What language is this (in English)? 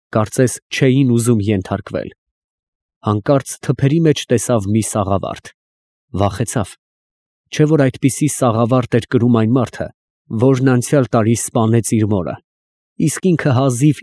Armenian